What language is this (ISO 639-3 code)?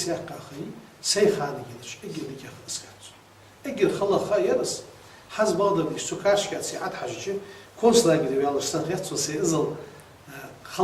inh